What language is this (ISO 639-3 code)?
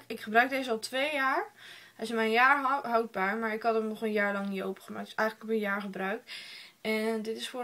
nld